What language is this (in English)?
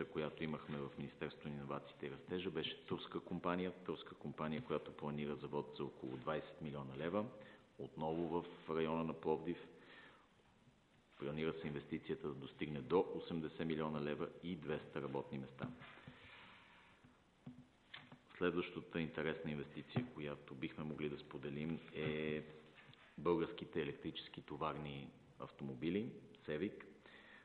Bulgarian